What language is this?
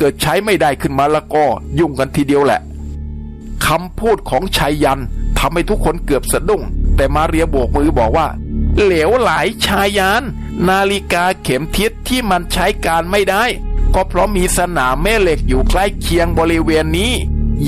Thai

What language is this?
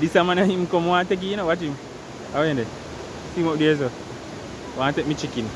Jamaican Creole English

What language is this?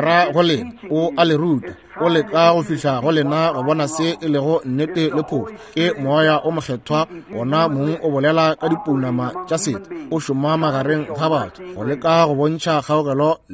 Northern Sotho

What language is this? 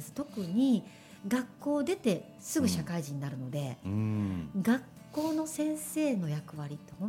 Japanese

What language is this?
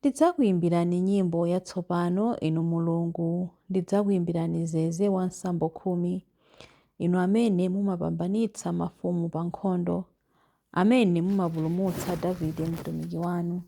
Nyanja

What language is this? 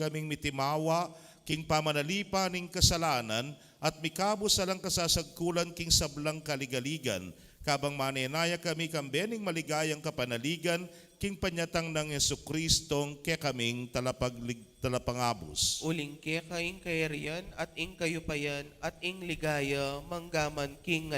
Pampanga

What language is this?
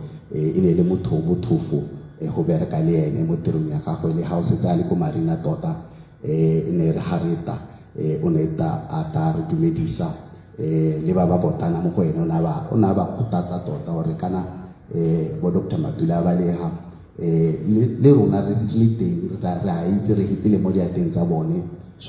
Tswana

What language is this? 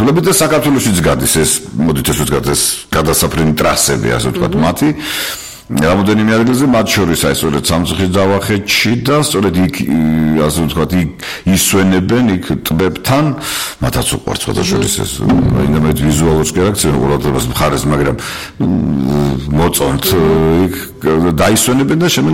Georgian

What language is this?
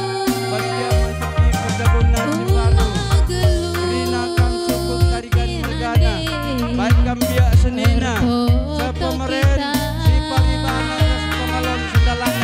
Batak Karo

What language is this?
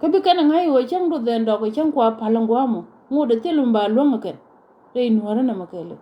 Nuer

